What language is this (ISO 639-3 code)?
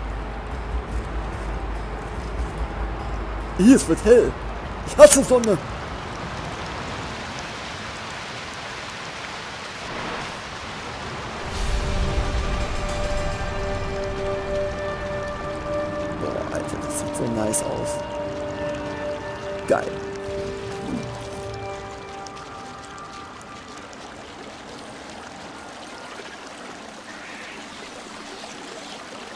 deu